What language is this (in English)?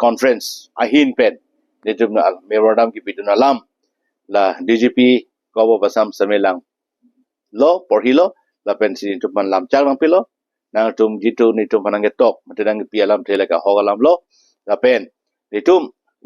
Karbi